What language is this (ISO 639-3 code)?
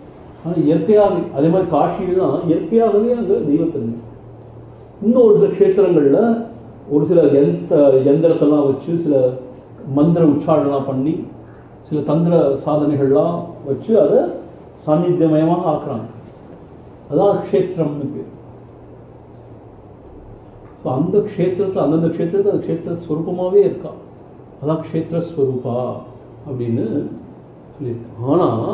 tam